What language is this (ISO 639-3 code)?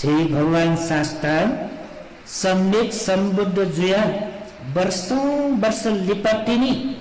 new